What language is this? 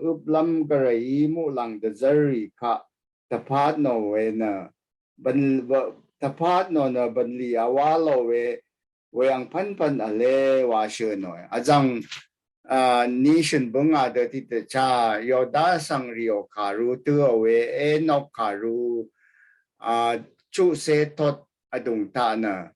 Rawang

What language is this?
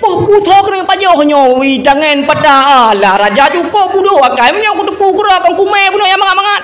Achinese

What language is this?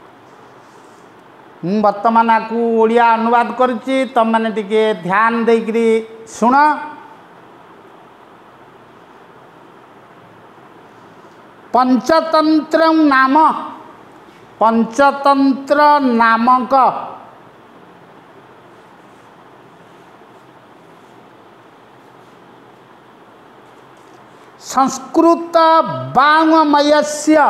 Odia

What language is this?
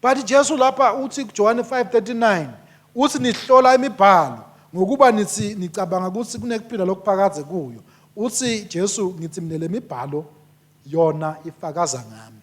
Swati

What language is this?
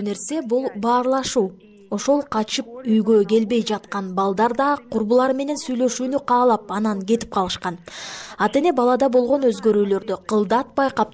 Kyrgyz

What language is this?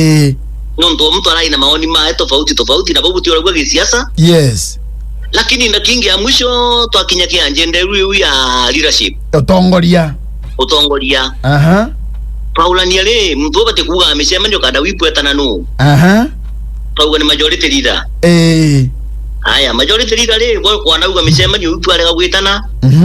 Meru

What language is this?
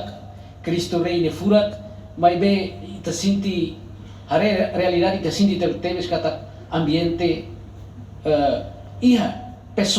Tetum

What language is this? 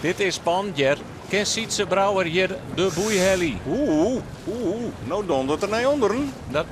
Western Frisian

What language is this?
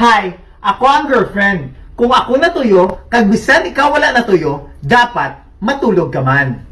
Hiligaynon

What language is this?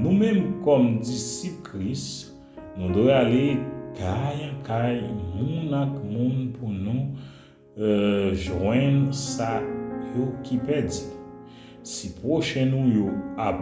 Haitian Creole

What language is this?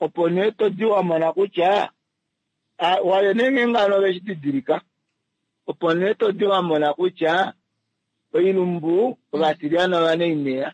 Kuanyama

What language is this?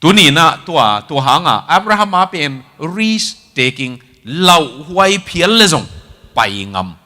Tedim Chin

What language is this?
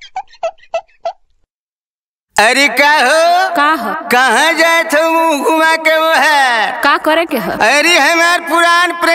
Bhojpuri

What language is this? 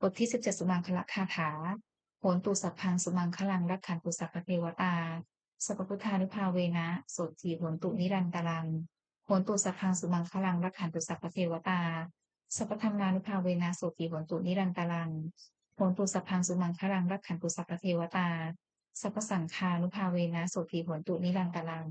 Pali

